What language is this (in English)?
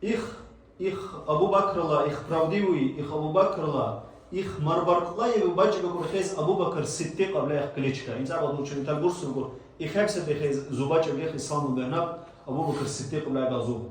Dargwa